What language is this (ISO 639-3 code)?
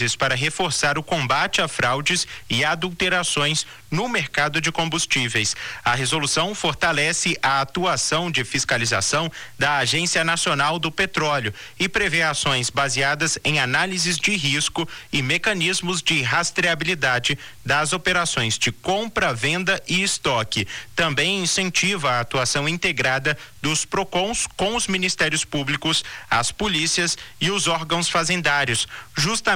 por